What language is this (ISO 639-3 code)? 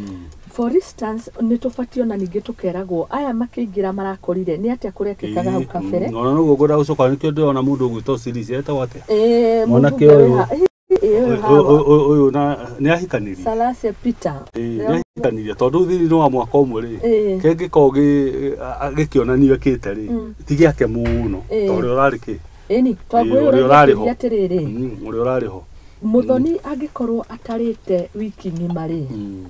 kik